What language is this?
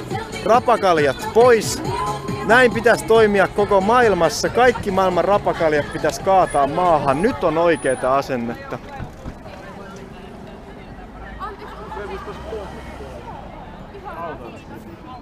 Finnish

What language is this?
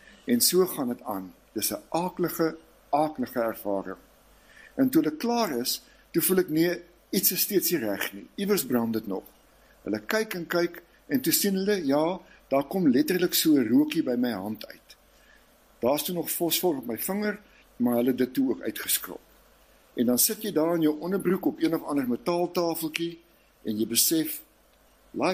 Afrikaans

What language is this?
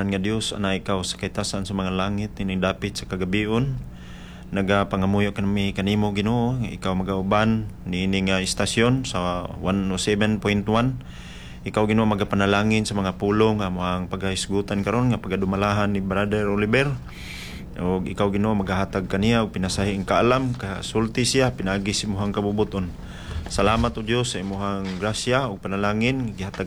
Cebuano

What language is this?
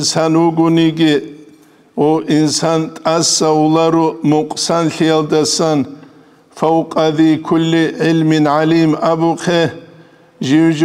Avaric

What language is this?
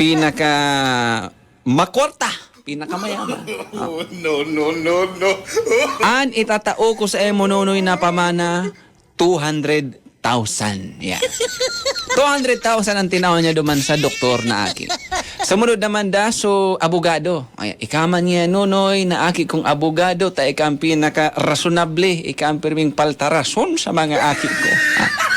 Bikol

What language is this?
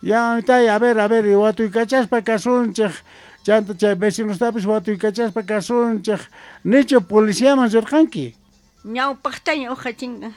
Quechua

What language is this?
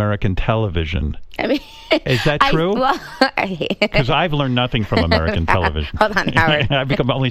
English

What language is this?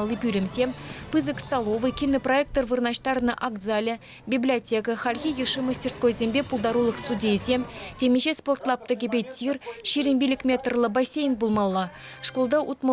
Chuvash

